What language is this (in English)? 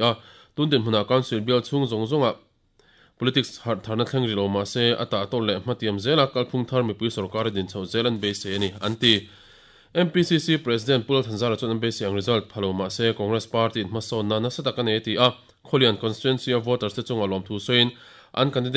Mizo